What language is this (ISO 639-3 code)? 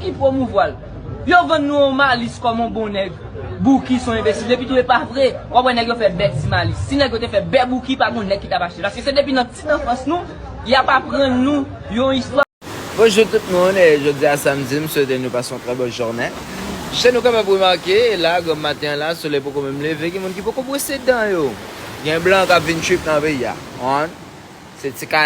hat